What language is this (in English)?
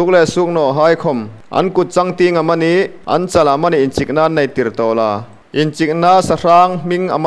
Hmar